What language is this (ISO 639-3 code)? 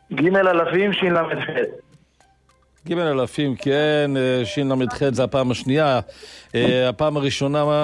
heb